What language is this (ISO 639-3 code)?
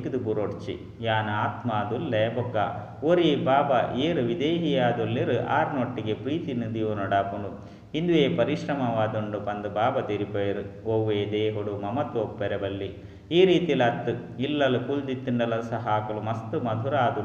tcy